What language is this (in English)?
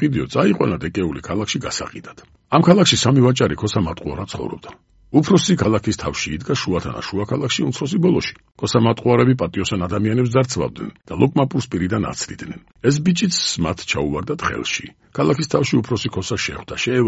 Georgian